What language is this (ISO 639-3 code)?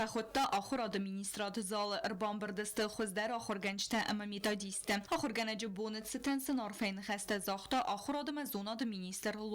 oss